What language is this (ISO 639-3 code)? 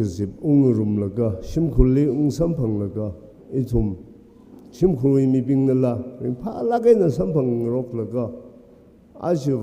nmf